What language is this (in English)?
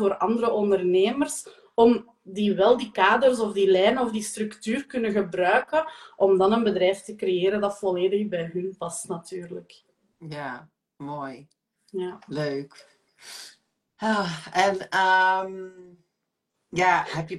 Dutch